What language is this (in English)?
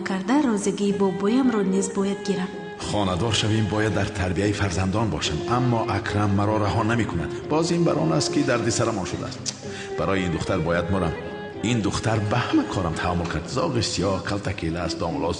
Tajik